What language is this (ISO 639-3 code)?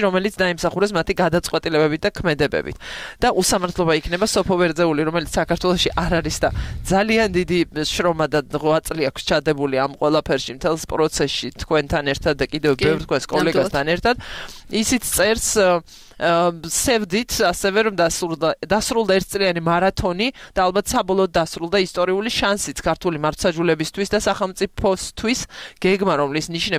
kat